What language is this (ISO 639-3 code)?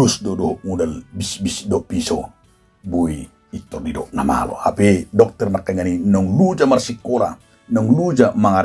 bbc